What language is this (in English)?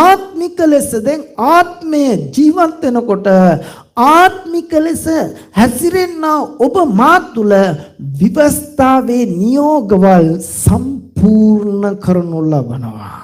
Sinhala